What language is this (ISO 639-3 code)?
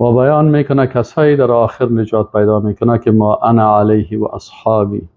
fas